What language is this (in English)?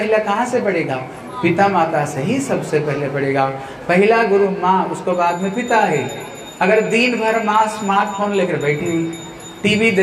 Hindi